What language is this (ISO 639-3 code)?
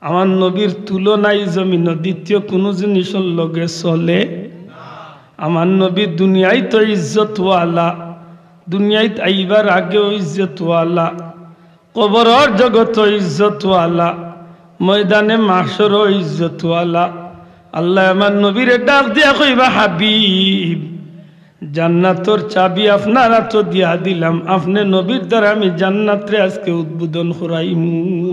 syl